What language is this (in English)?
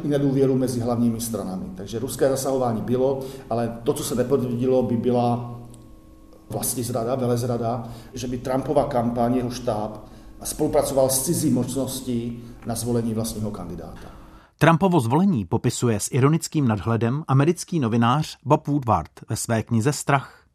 Czech